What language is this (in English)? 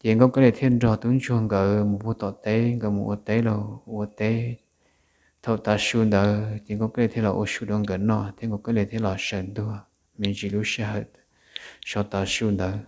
Hmong